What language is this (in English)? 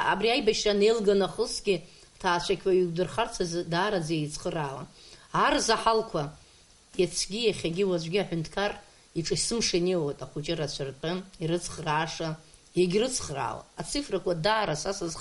Abkhazian